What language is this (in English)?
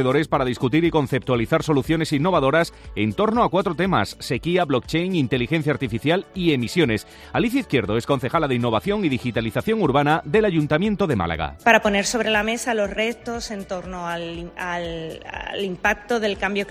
Spanish